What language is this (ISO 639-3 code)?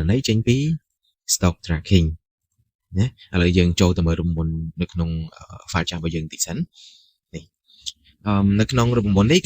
khm